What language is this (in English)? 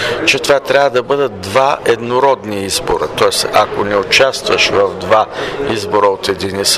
Bulgarian